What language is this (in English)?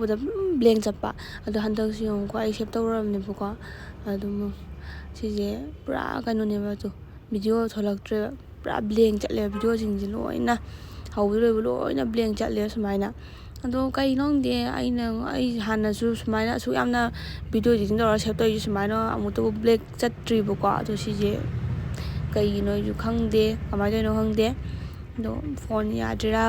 Manipuri